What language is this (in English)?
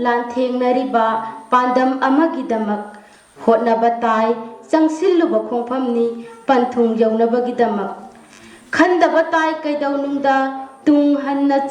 Manipuri